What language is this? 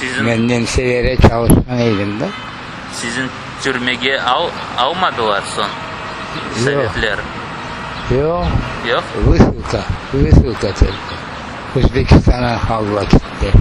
Crimean Tatar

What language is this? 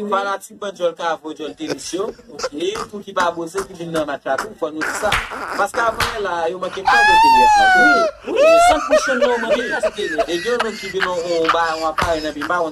Haitian Creole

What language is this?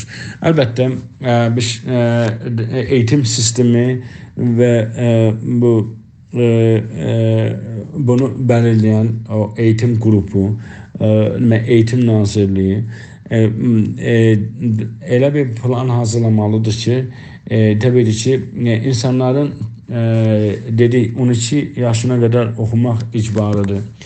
South Azerbaijani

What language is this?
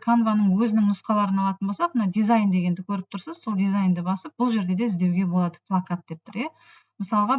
Kazakh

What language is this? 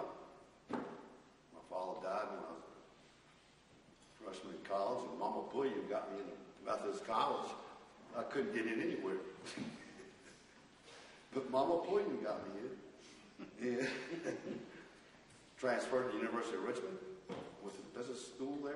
English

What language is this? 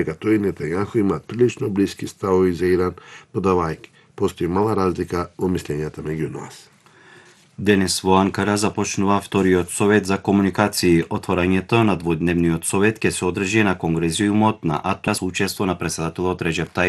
Macedonian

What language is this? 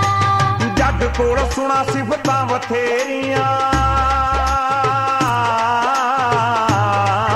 Punjabi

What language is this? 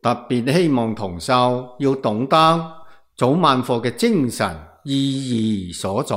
Cantonese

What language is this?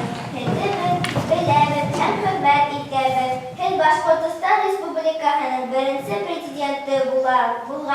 Bashkir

